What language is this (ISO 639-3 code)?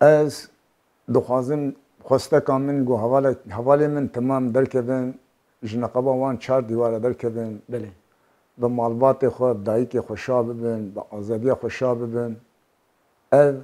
kur